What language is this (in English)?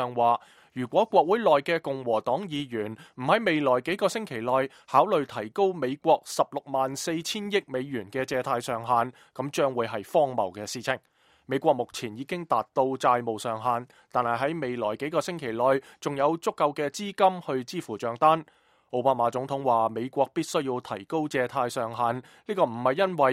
Cantonese